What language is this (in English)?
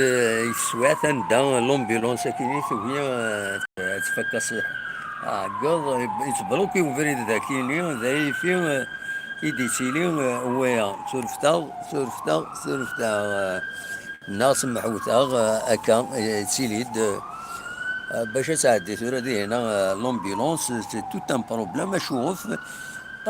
Kabyle